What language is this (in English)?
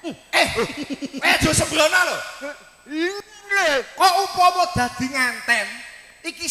Javanese